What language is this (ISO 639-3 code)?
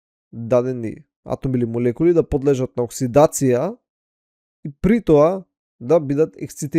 mkd